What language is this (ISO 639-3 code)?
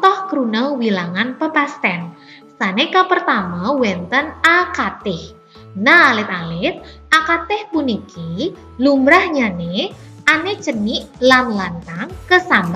ban